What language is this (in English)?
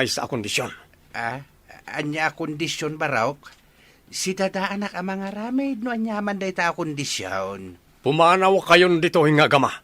Iloko